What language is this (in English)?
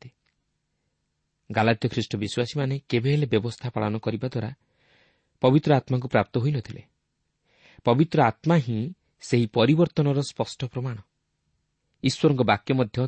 Odia